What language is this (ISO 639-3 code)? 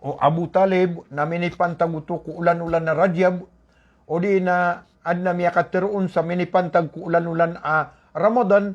mrw